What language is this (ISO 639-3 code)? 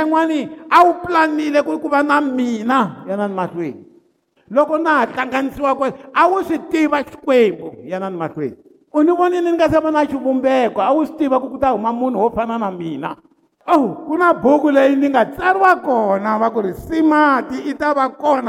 tso